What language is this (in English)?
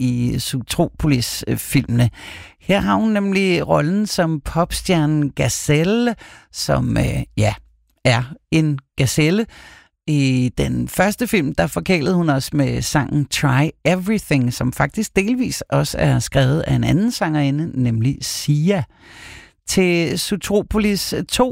Danish